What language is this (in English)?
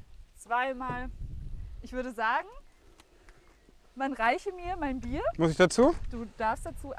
German